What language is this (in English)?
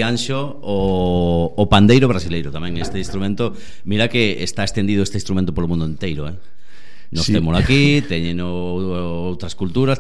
Galician